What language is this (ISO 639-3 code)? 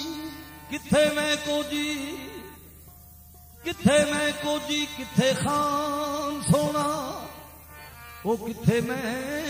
pan